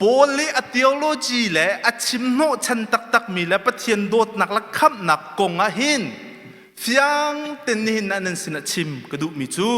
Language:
Hakha Chin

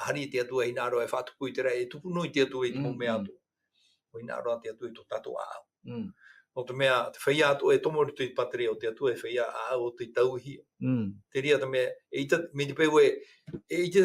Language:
Tahitian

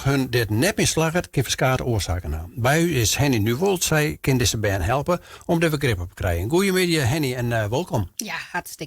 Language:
Western Frisian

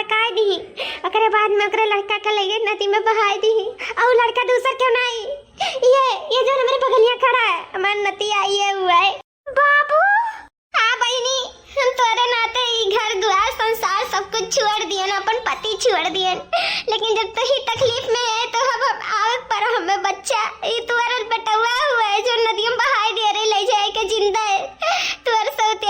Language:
Awadhi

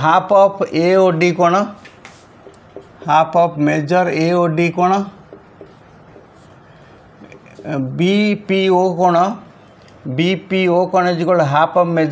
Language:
Odia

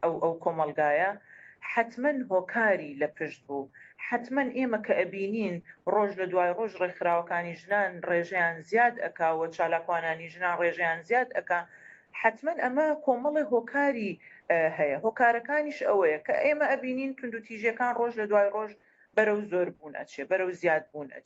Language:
Central Kurdish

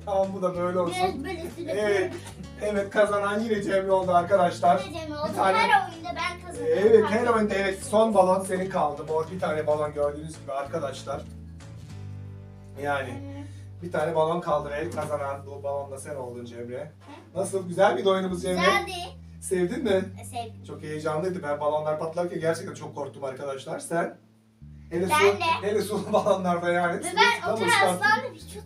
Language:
Turkish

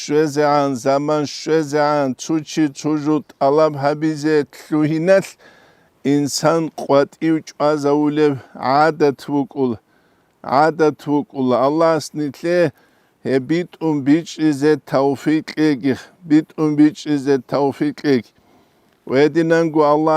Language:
Avaric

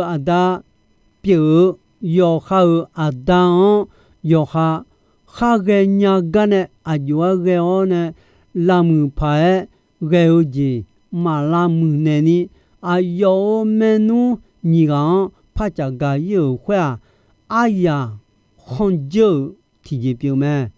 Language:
Akha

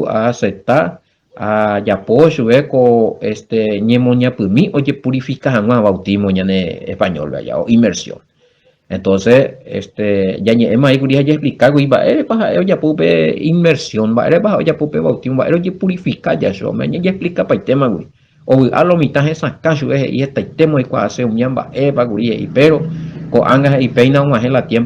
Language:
Guarani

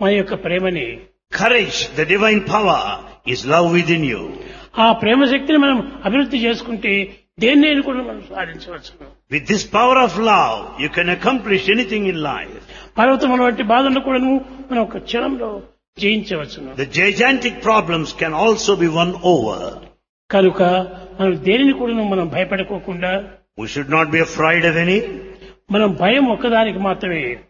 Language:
Telugu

